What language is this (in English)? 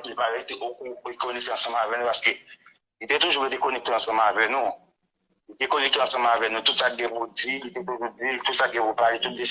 Haitian Creole